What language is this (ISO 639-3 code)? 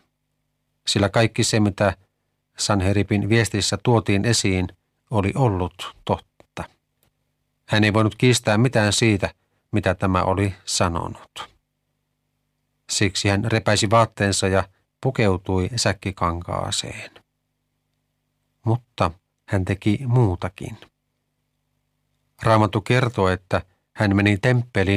fin